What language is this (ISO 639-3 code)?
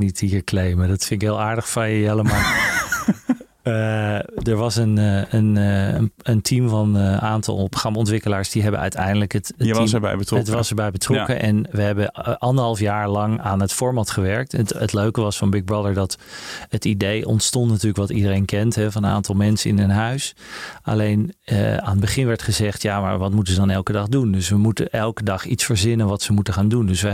nld